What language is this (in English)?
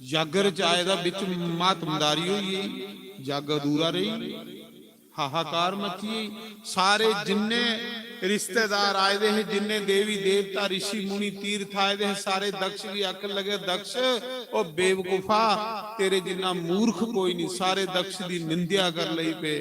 Dogri